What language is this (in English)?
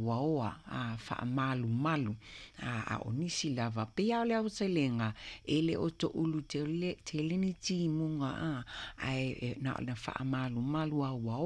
Samoan